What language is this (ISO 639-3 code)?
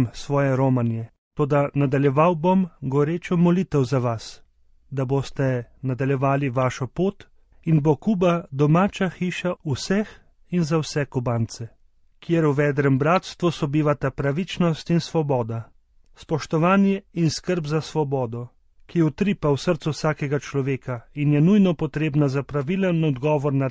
slv